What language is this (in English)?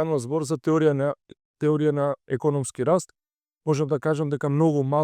Macedonian